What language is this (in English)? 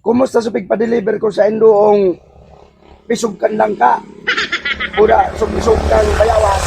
Bikol